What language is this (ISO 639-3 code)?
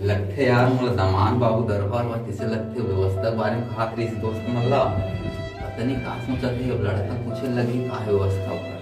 hne